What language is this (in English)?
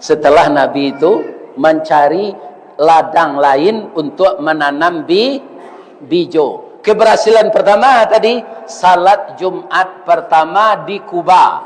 Minangkabau